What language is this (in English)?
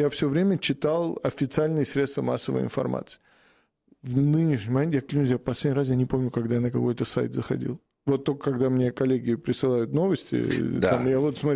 Russian